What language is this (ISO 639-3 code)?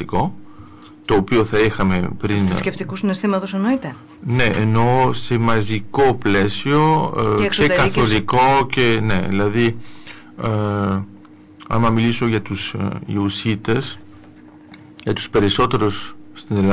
ell